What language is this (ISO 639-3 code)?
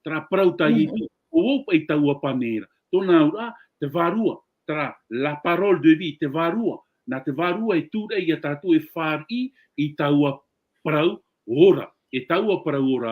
tah